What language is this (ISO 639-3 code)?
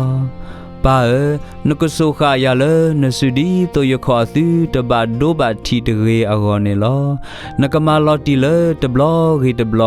ksw